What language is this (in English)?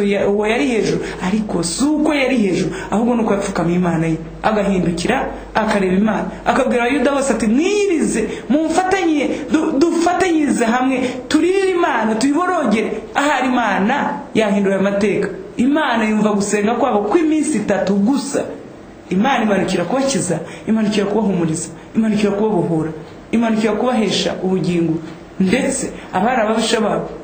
Kinyarwanda